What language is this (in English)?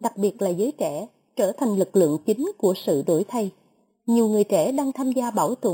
Vietnamese